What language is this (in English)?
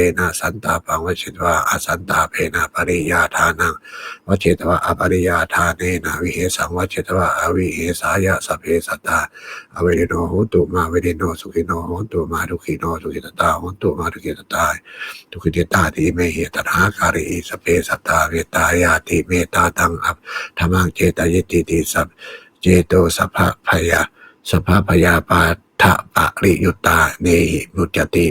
Pali